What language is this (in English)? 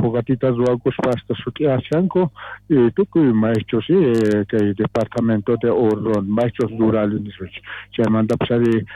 South Bolivian Quechua